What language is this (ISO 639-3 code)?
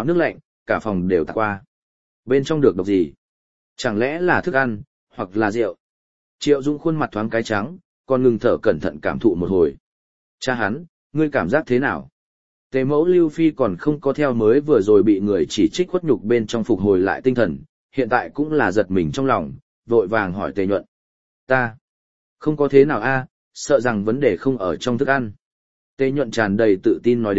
vie